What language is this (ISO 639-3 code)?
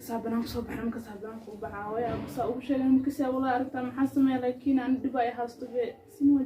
som